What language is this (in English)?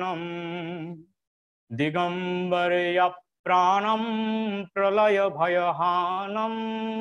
Bangla